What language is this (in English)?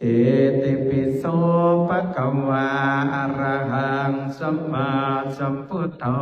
Pali